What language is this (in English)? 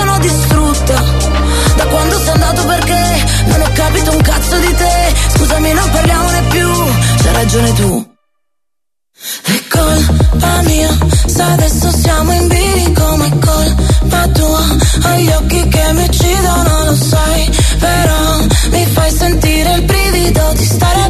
Italian